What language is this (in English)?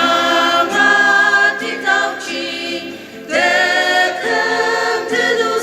Ao Naga